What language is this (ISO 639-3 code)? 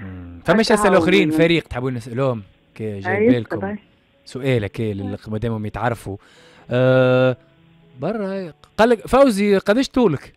aeb